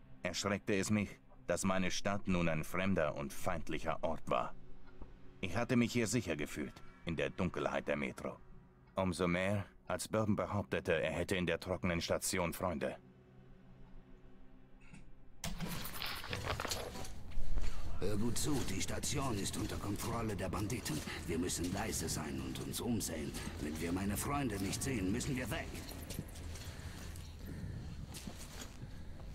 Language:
German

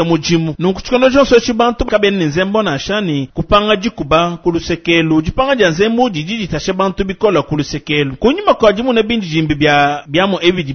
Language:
Luba-Lulua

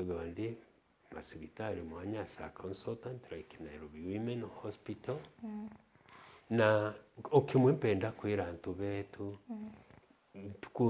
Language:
Meru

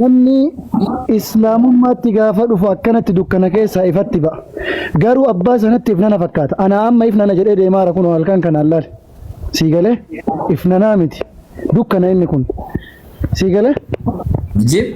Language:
Oromo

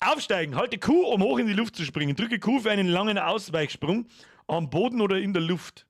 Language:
Bavarian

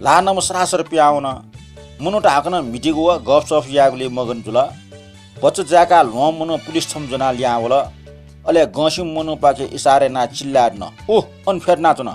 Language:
Newari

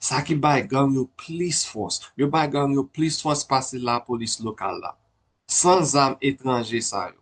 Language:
Haitian Creole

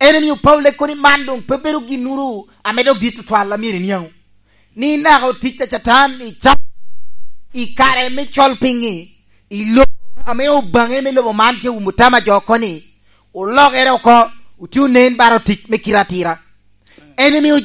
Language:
Lango (Uganda)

